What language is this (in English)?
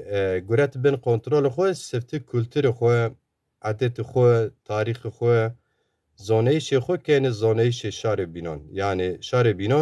Zaza